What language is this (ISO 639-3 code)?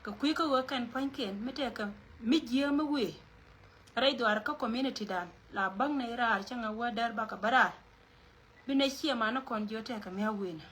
nus